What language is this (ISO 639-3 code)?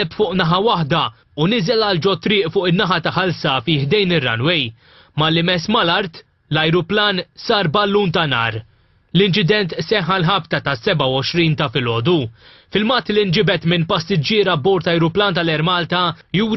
mlt